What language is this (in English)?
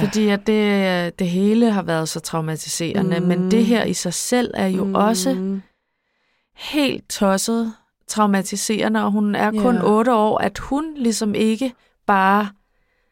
Danish